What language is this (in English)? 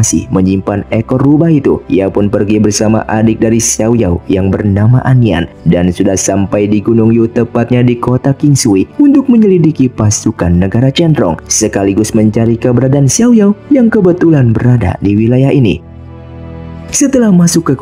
Indonesian